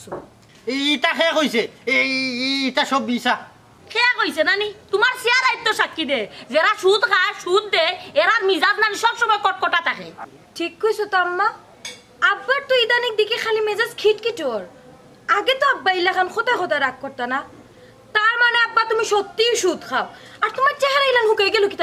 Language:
Sylheti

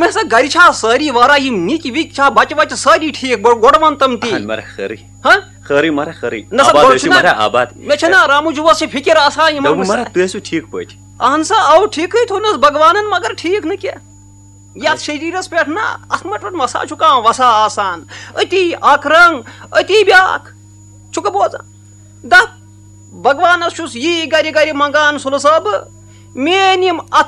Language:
Kashmiri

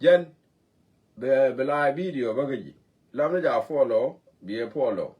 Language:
Nuer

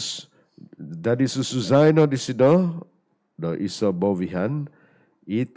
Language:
Central Dusun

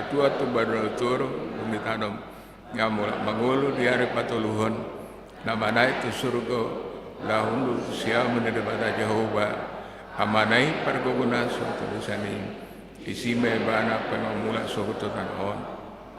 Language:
Batak Toba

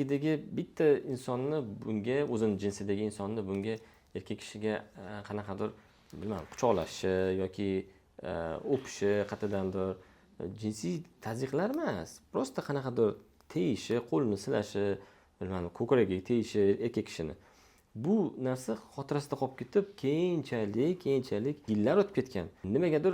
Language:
Uzbek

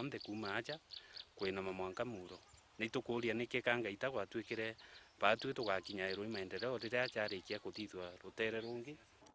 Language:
Meru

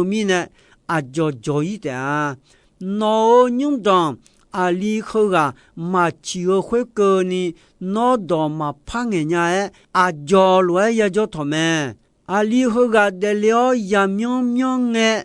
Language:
Akha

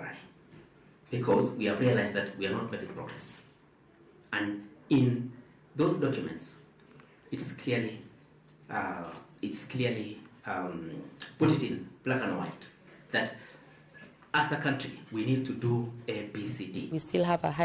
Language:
Luo (Kenya and Tanzania)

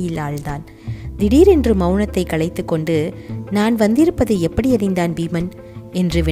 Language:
Tamil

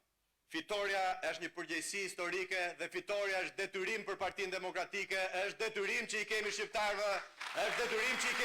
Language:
Albanian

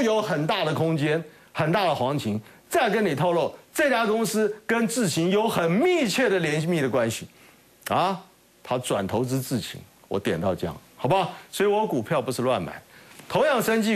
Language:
Chinese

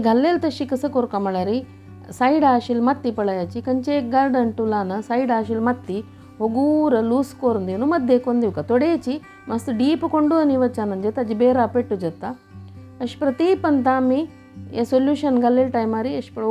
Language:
Konkani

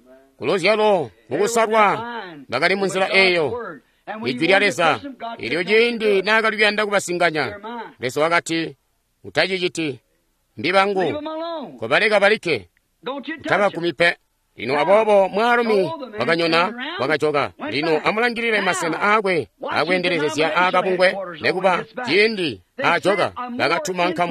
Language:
Tonga (Zambia)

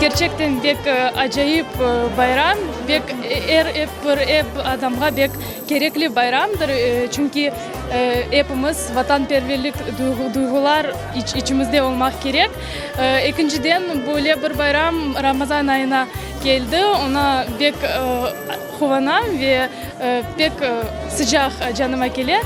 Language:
Crimean Tatar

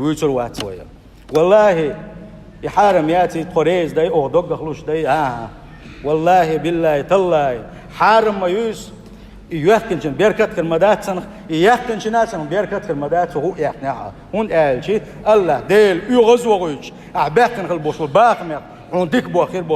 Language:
Chechen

